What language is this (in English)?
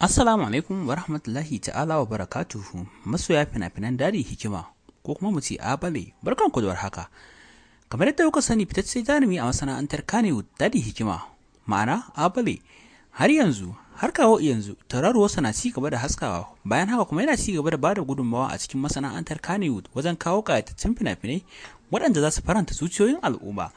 Hausa